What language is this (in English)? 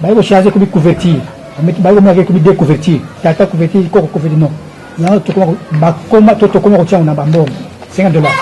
Lingala